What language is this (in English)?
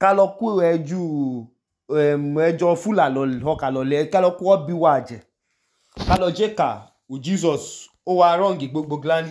Idoma